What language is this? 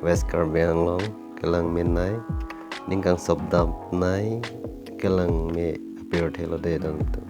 Karbi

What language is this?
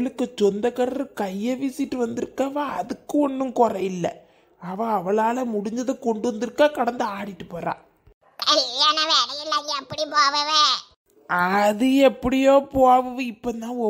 Tamil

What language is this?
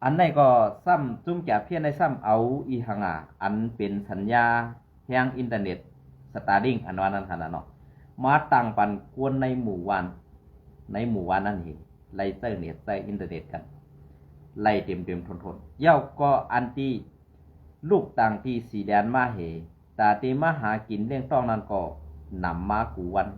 Shan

